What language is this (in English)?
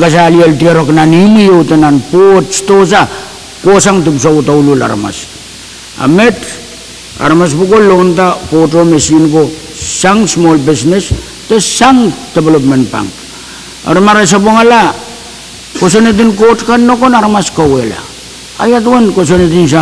Pohnpeian